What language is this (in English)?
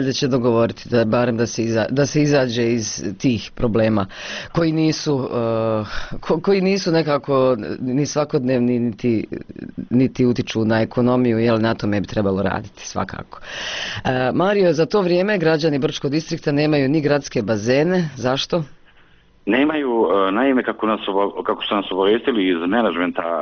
Bosnian